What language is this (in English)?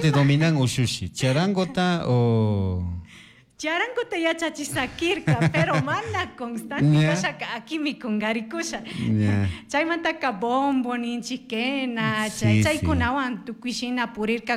Chimborazo Highland Quichua